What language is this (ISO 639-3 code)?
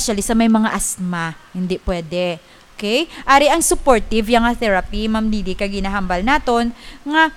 hil